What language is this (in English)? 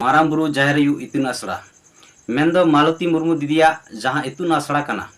Santali